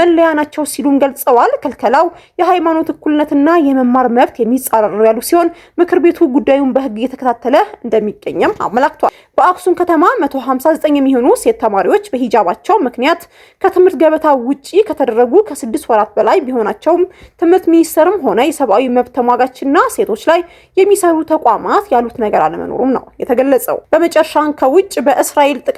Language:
Amharic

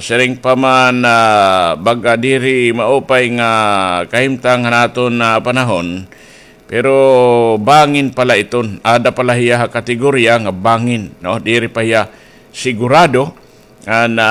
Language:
Waray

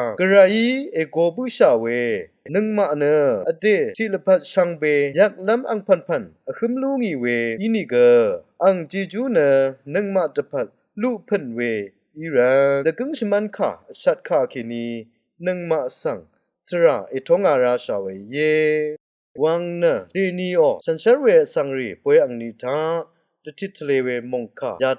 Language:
Rawang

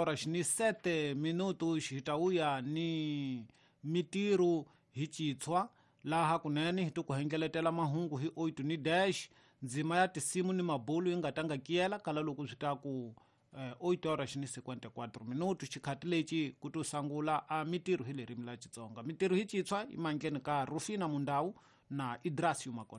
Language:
Tsonga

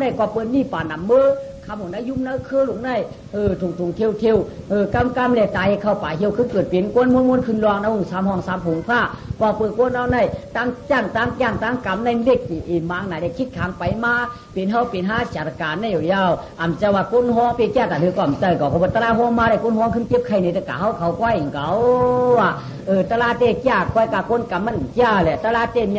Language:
Shan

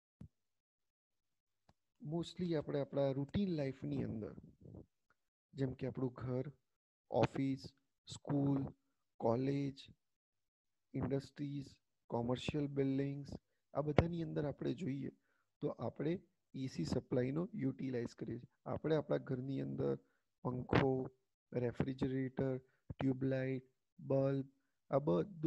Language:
Gujarati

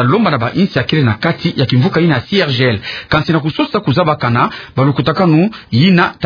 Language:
Kituba (Democratic Republic of Congo)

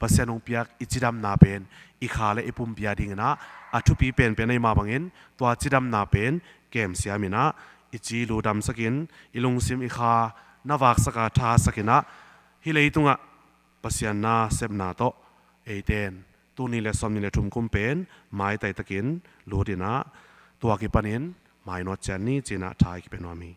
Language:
Tedim Chin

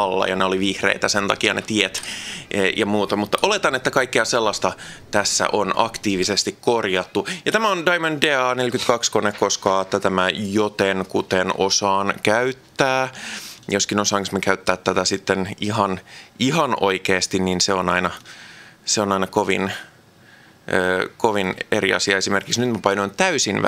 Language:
Finnish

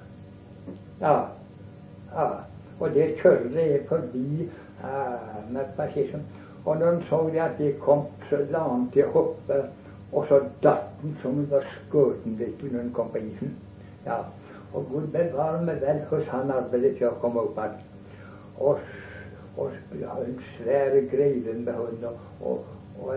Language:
Norwegian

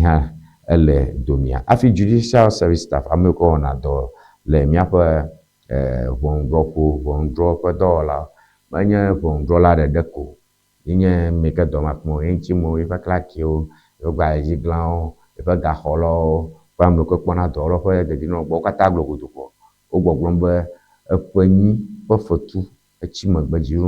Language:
Ewe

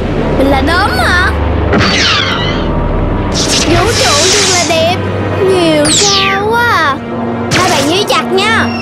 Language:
Vietnamese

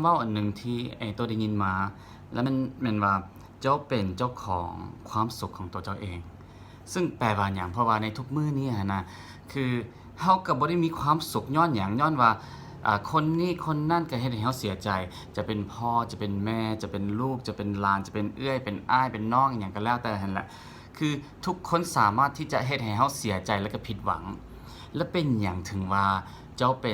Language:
Lao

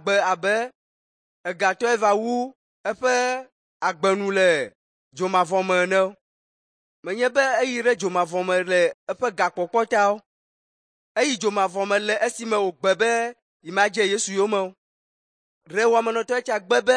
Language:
Ewe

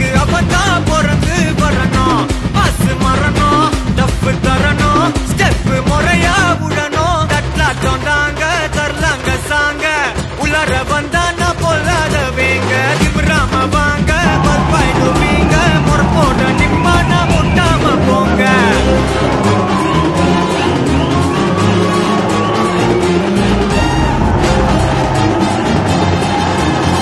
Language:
Tamil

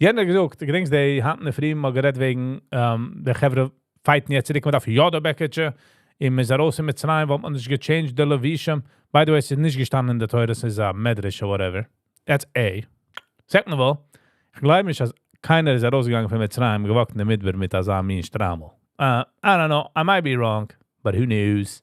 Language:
Yiddish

